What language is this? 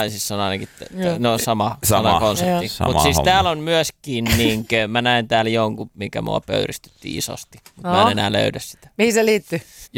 Finnish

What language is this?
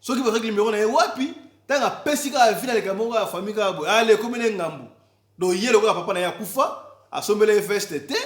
Lingala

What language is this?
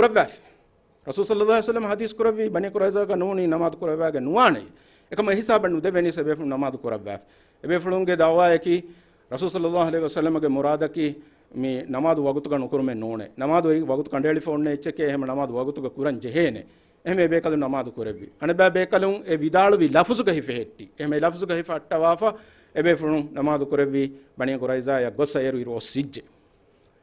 Divehi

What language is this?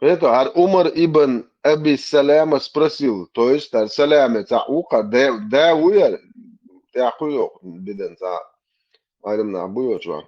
Chechen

